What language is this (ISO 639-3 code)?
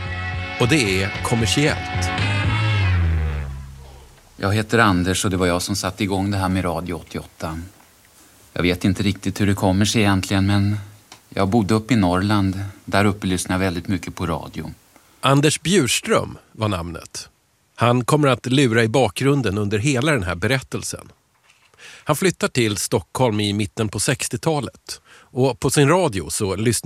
swe